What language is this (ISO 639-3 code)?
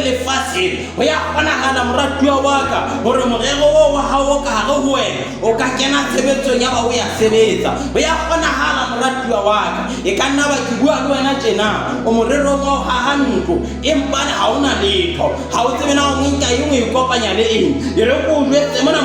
sot